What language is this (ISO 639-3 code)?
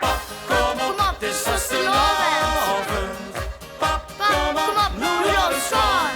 lim